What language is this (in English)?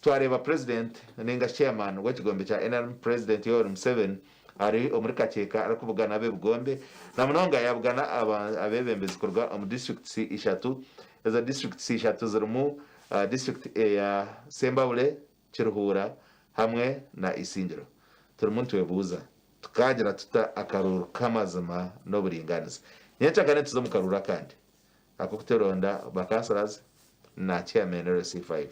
Nyankole